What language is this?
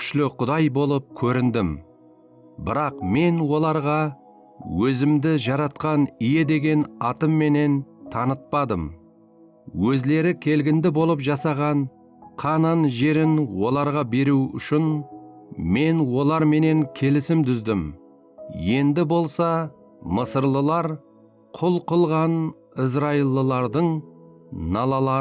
Kara-Kalpak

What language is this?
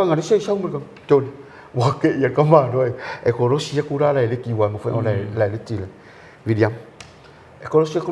Samoan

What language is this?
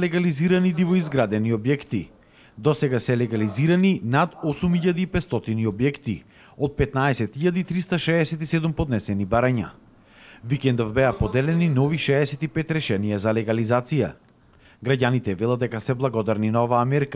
Macedonian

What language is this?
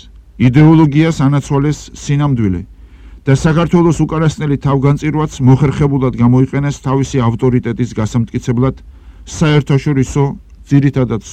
Georgian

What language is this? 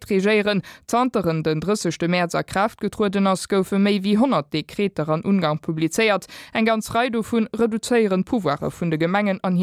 Luxembourgish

